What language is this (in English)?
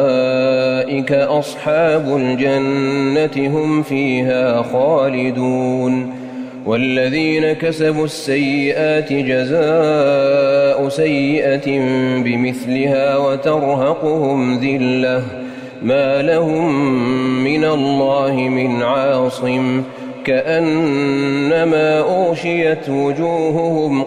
Arabic